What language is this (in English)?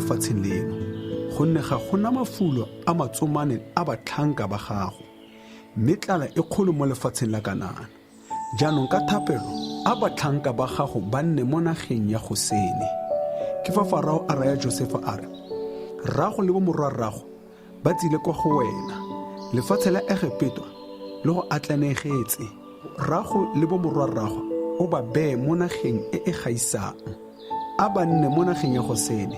Tswana